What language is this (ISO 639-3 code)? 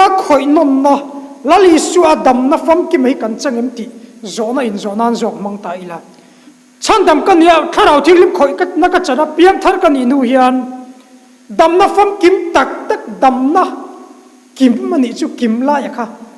lus